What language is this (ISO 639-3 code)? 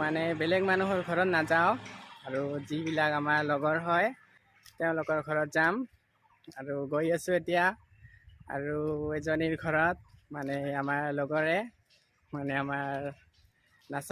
asm